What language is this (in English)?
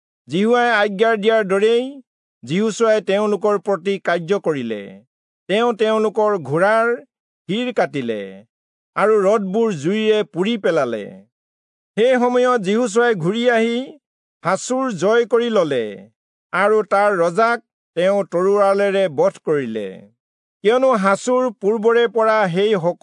Assamese